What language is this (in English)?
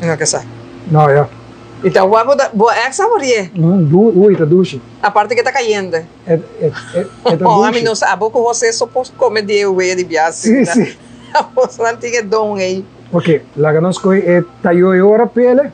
Papiamento